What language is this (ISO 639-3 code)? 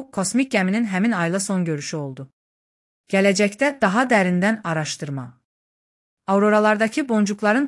aze